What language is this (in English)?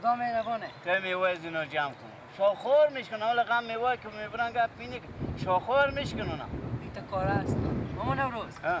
Persian